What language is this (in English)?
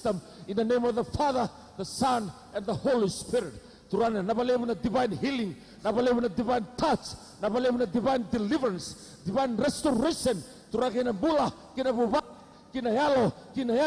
Fijian